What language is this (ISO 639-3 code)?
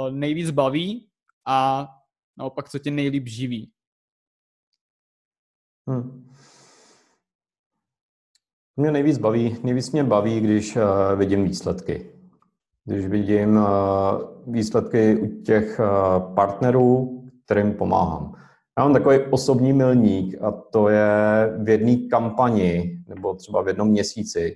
ces